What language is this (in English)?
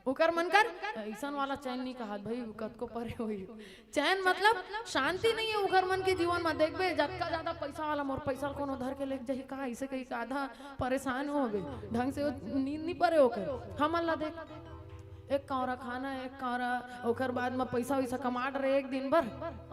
Chhattisgarhi